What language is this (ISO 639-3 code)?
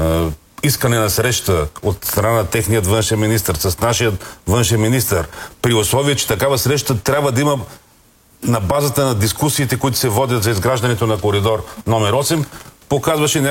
bul